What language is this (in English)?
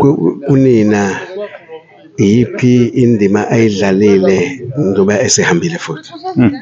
Zulu